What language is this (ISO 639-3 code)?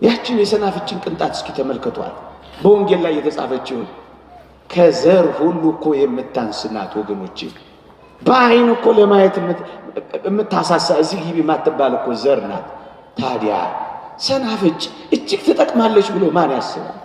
amh